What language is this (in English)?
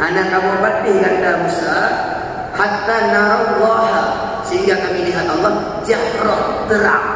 Achinese